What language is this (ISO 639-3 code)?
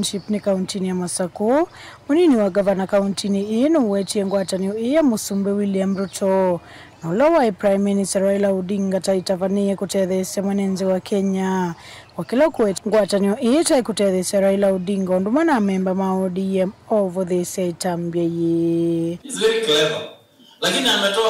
kam